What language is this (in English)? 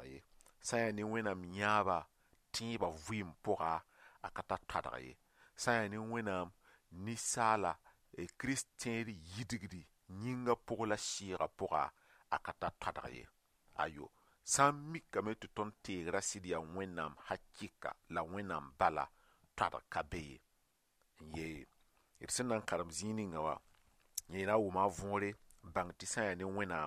Mossi